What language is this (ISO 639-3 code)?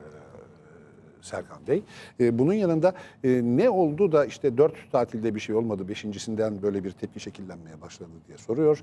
tur